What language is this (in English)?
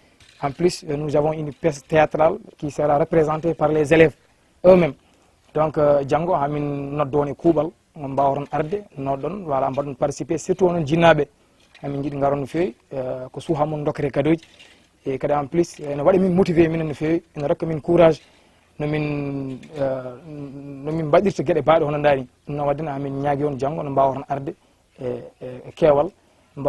Fula